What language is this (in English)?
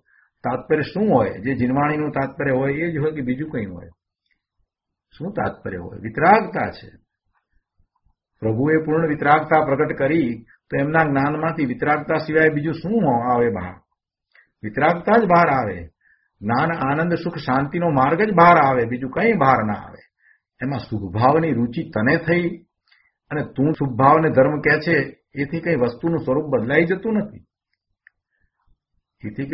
Gujarati